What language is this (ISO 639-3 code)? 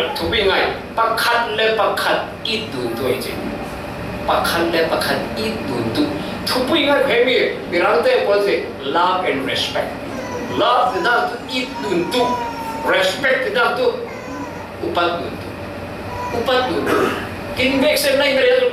cfm